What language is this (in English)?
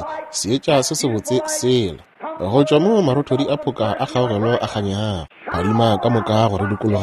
Northern Sotho